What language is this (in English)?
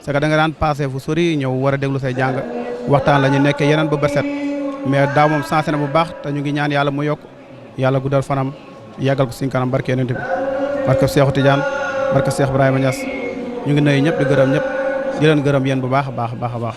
Wolof